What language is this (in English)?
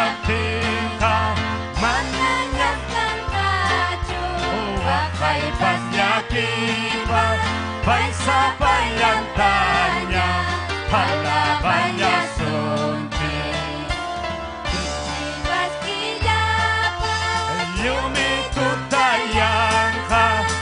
Ayacucho Quechua